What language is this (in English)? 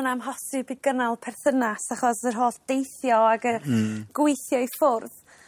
Welsh